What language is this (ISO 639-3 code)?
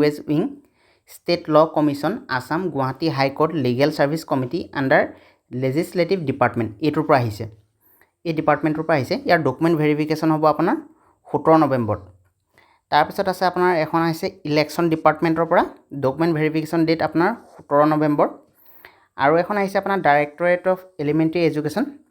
asm